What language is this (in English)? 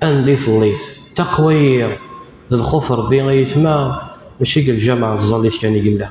Kabyle